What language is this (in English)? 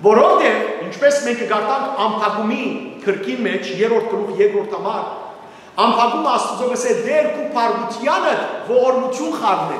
Western Armenian